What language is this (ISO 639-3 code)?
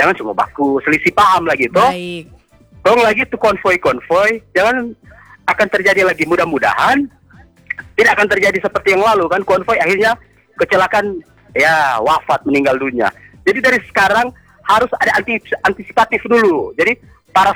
ind